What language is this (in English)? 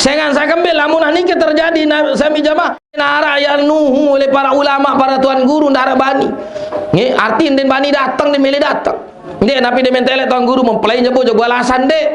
Sasak